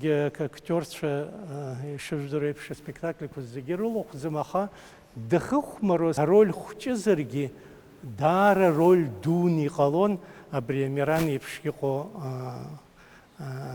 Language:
Abkhazian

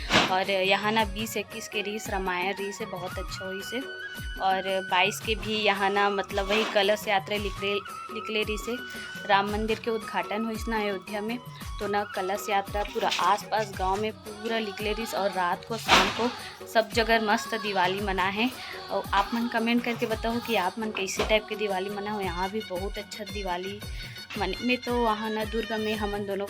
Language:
Chhattisgarhi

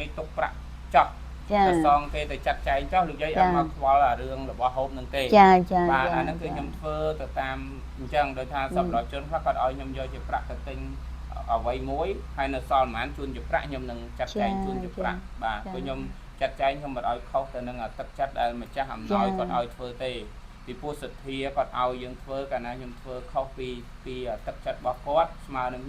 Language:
Khmer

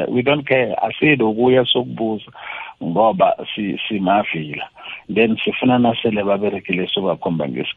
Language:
South Ndebele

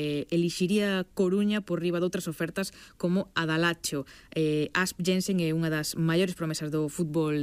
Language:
Galician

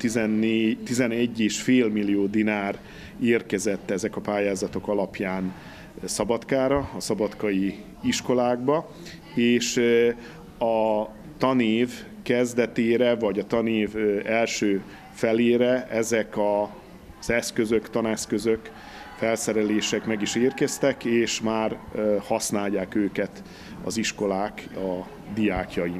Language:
Hungarian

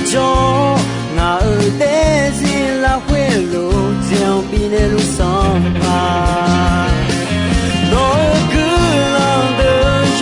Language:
Akha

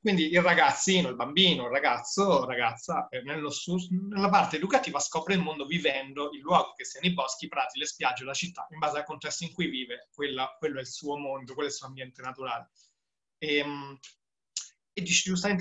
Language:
Italian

